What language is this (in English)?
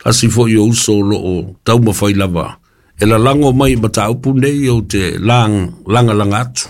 Samoan